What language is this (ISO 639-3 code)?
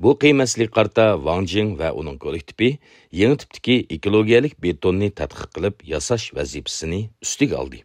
uig